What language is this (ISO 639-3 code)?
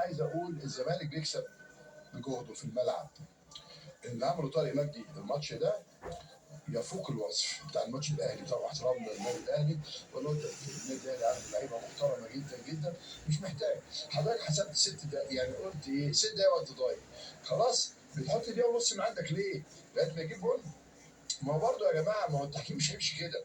arz